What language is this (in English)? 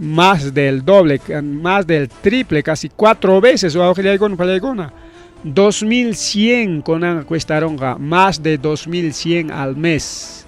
Ayacucho Quechua